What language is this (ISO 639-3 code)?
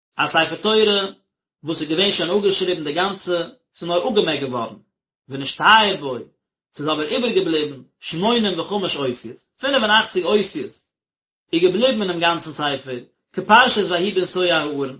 yid